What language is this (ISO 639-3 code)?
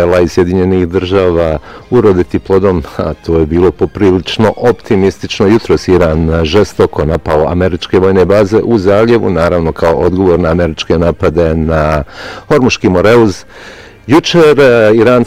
bos